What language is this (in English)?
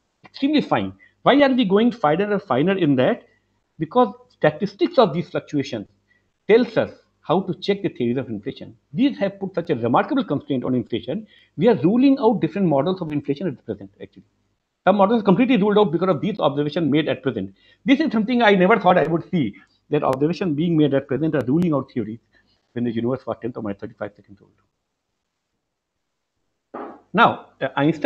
English